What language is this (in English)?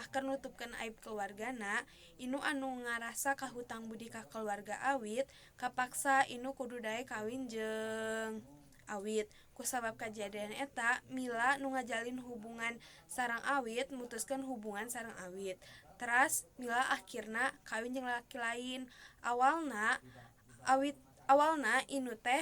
Sundanese